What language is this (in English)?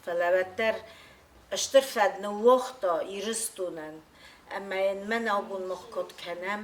Ossetic